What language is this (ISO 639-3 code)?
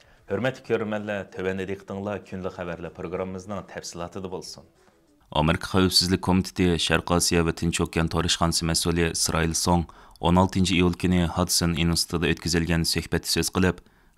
uig